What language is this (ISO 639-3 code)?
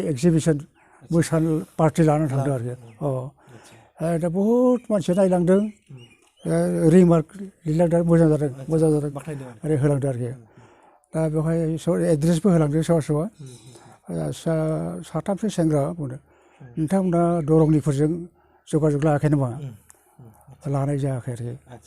brx